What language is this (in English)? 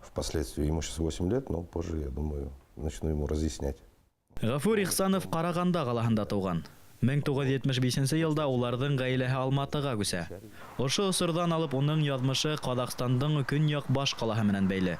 Bashkir